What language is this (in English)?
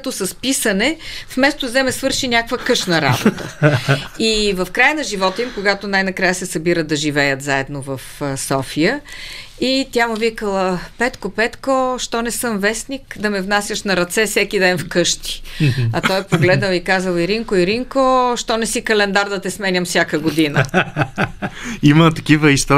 Bulgarian